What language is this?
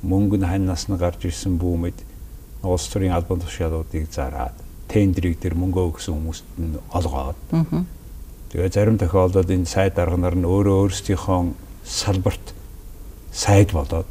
Mongolian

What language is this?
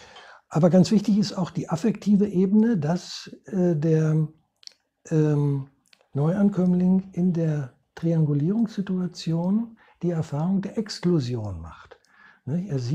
German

